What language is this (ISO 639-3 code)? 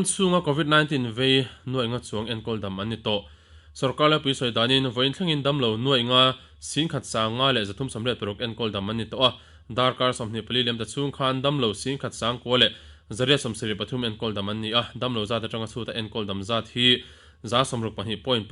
lus